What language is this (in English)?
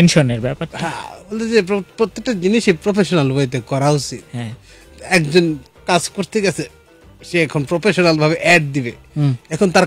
Bangla